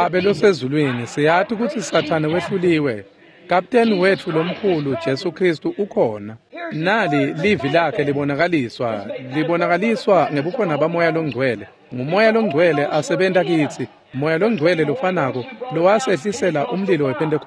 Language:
Swati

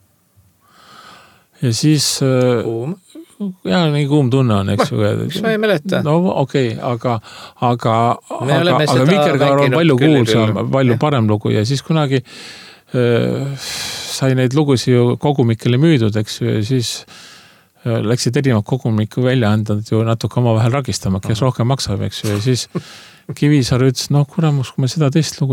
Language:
Estonian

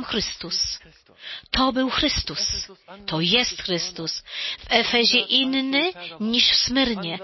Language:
Polish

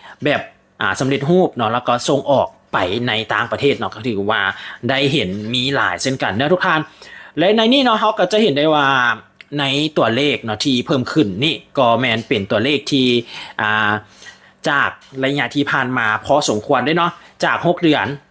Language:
Lao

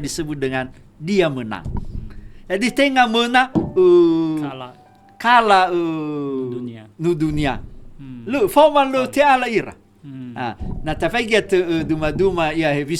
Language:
Nias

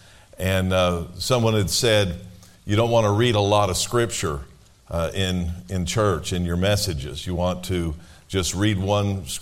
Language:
English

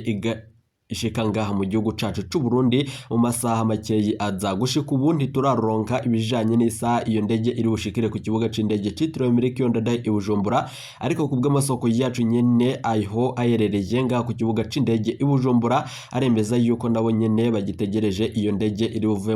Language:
Rundi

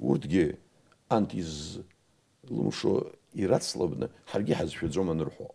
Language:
Abkhazian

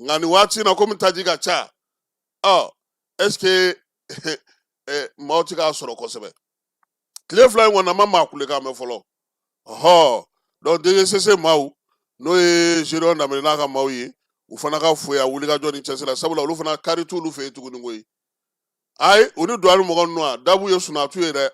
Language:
Bambara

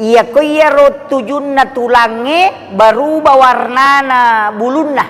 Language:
Buginese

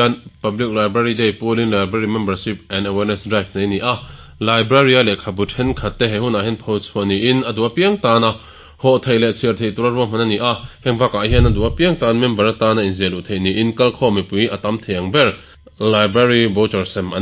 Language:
Mizo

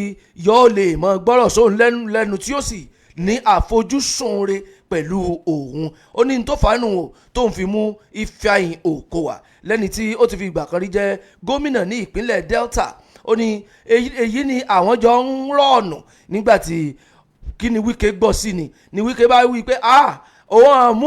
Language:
Yoruba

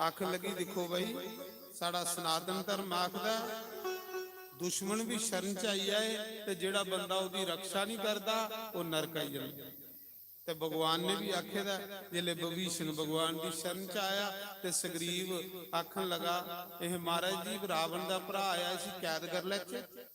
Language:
Dogri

